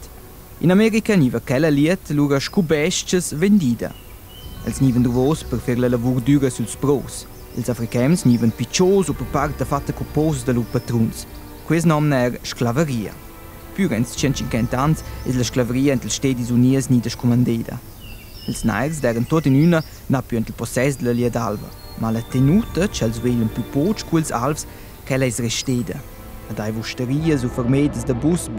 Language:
Romansh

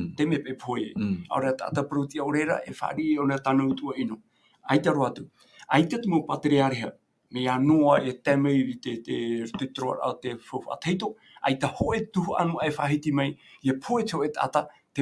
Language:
Tahitian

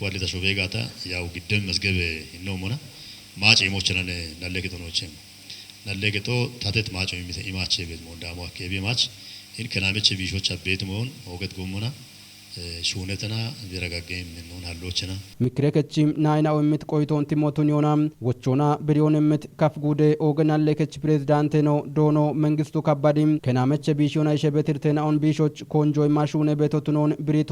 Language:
Kafa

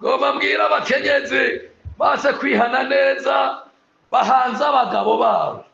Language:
Rundi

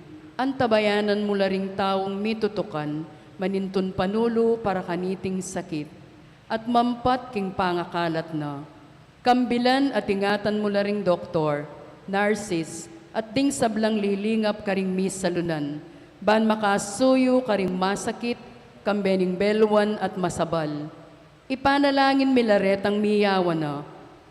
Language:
Pampanga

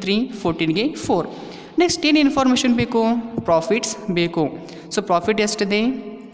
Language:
Kannada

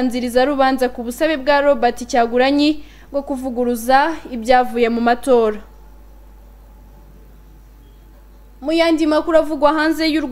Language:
Kinyarwanda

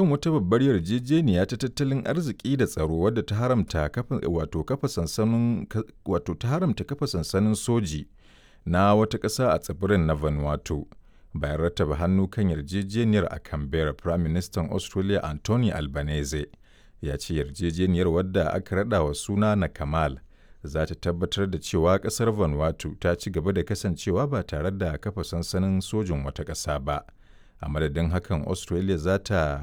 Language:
Hausa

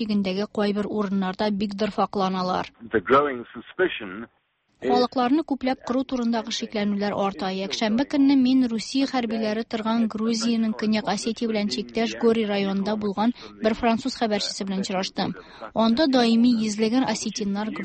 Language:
Tatar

